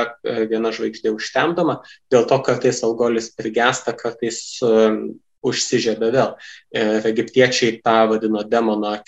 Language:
Lithuanian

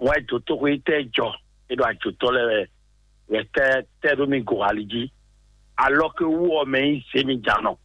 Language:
Fon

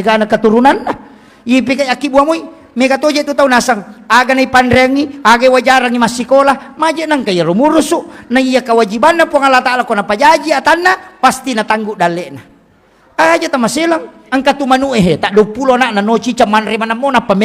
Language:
Buginese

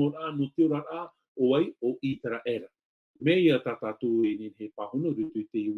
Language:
Tahitian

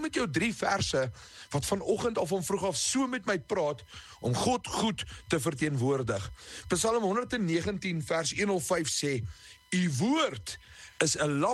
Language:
Afrikaans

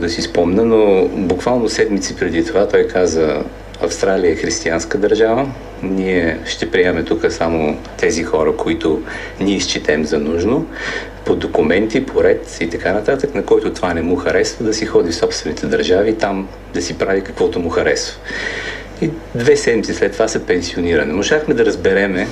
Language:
Bulgarian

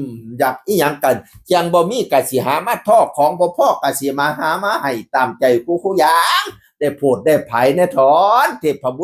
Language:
Northeastern Thai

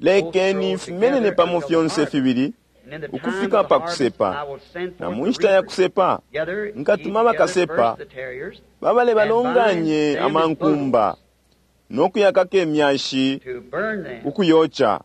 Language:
Bemba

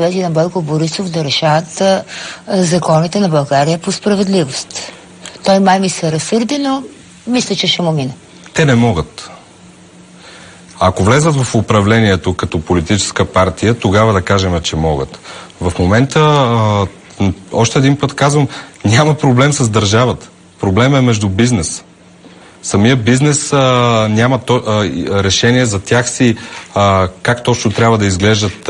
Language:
Bulgarian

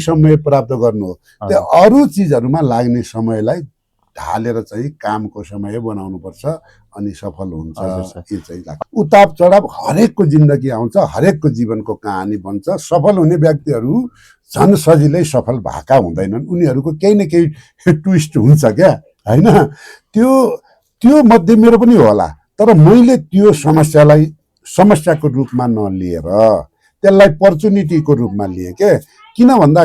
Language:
Nepali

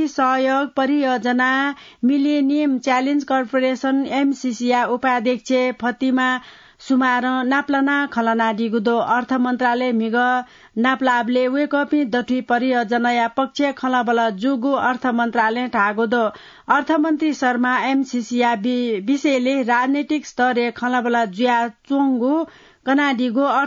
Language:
Newari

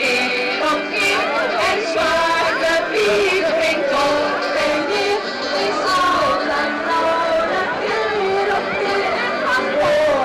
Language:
Dutch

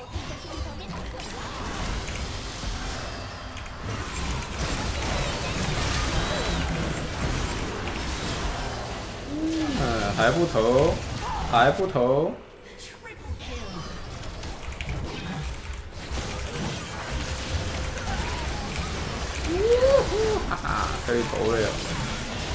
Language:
Chinese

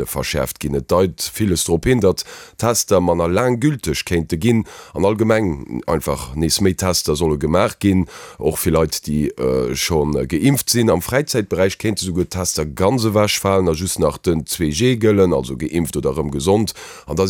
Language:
Luxembourgish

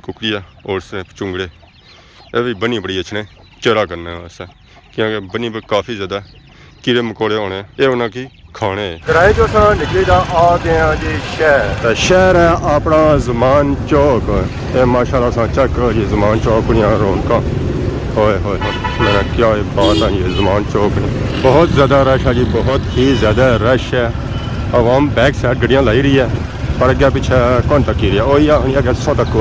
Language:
Pahari-Potwari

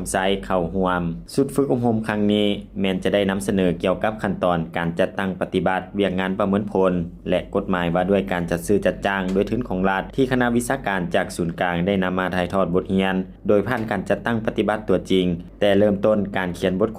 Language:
Lao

